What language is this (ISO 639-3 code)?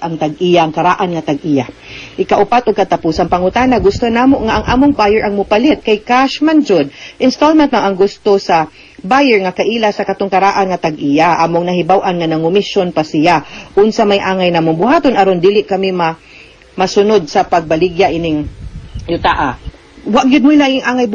ceb